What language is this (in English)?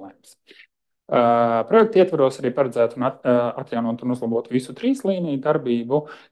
Latvian